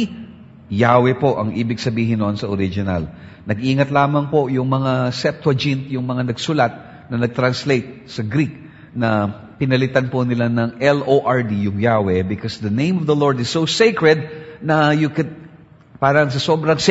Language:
Filipino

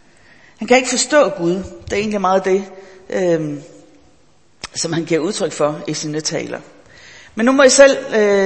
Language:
Danish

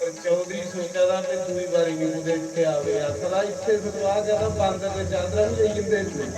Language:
Dogri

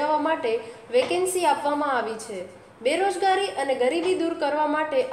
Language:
Gujarati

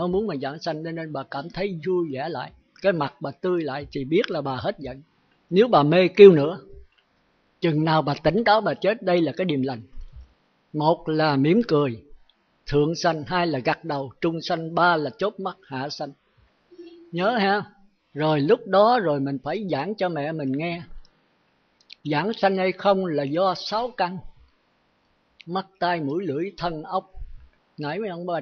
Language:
Vietnamese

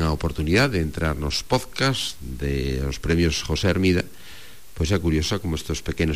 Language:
Galician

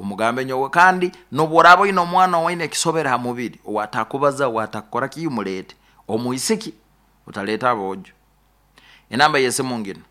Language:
Nyoro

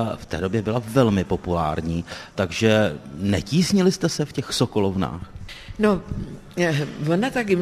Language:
Czech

